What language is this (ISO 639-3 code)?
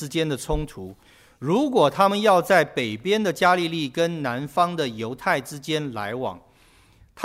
zho